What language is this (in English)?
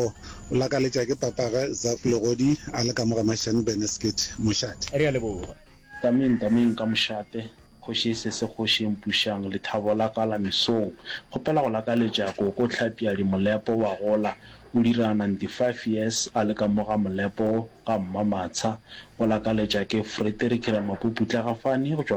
Northern Sotho